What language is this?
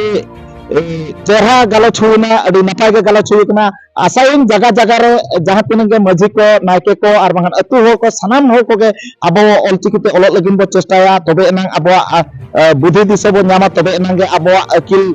Santali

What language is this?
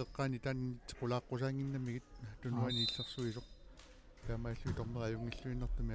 Kalaallisut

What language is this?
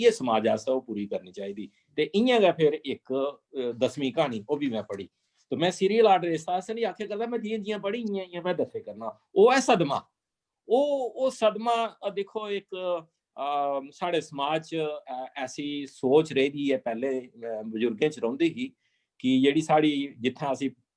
Dogri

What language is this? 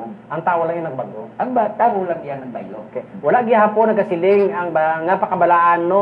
Hiligaynon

